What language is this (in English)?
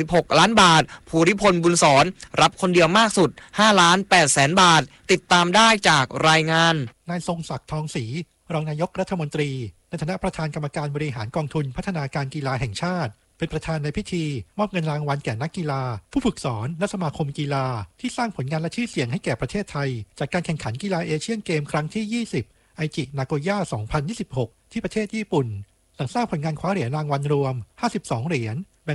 Thai